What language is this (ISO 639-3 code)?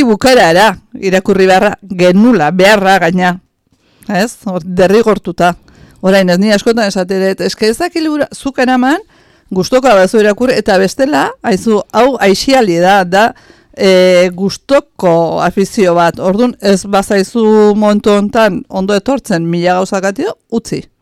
eus